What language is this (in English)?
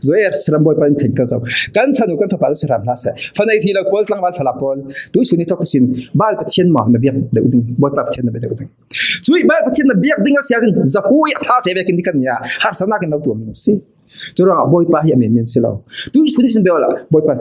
Falam Chin